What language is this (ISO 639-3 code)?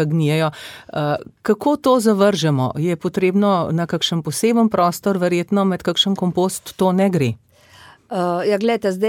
slv